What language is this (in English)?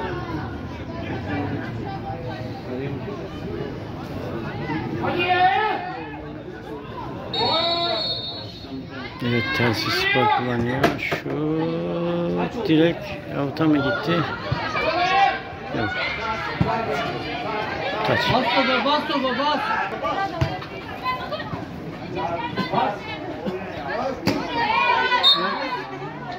Turkish